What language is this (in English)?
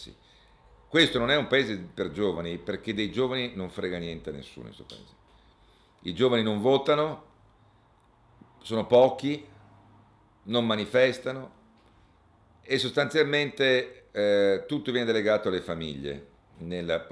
Italian